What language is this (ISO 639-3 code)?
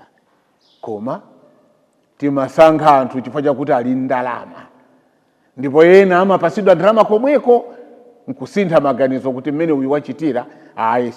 nya